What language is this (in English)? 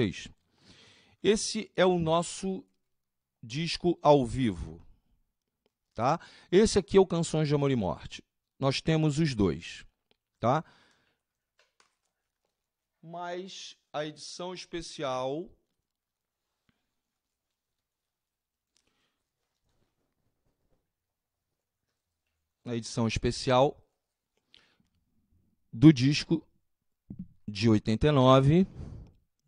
Portuguese